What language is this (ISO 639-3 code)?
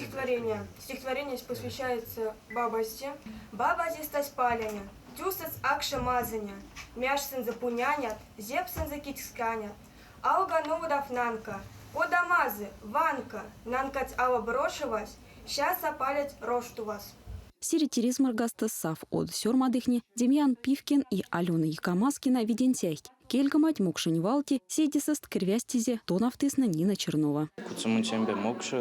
myv